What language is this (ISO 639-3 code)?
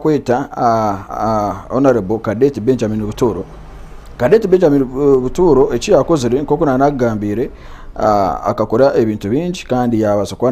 nyn